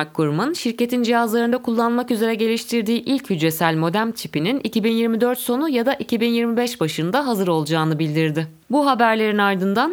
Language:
Turkish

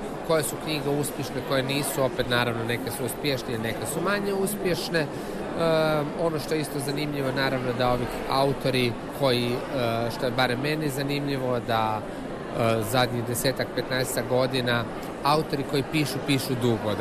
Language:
Croatian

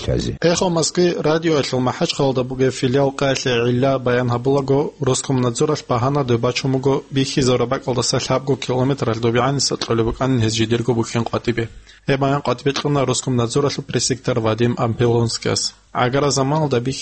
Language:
Avaric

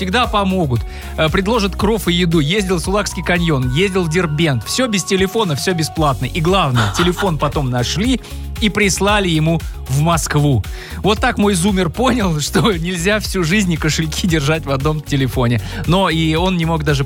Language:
Russian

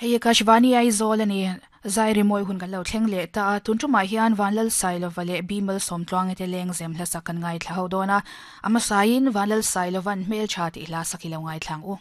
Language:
Mizo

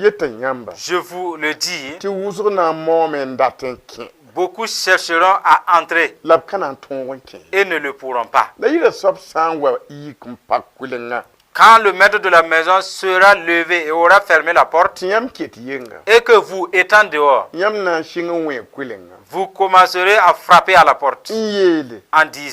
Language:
Mossi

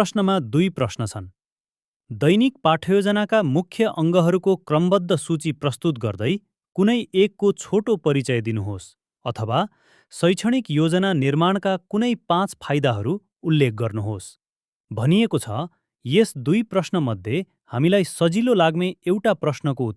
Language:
Nepali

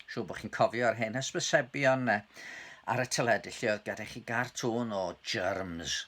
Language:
Welsh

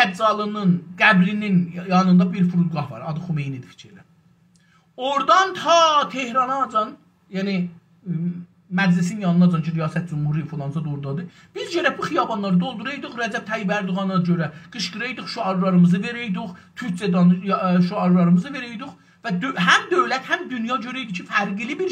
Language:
South Azerbaijani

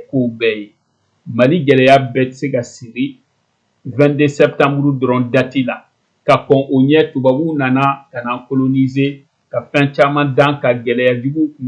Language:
Bambara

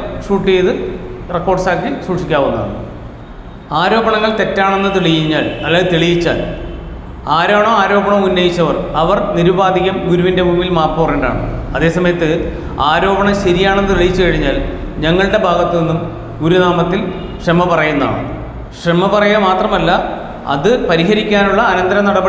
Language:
Malayalam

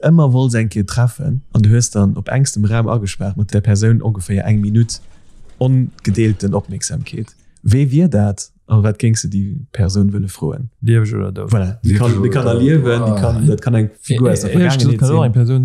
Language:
Luxembourgish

